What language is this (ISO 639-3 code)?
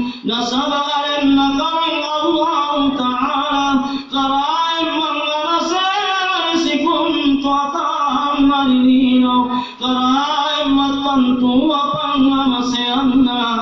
mak